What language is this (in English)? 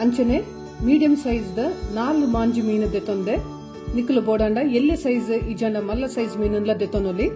Tulu